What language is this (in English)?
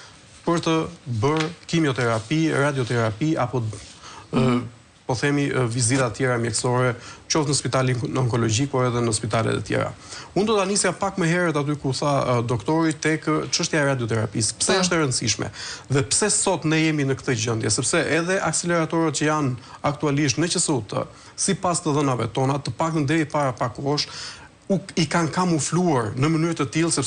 Albanian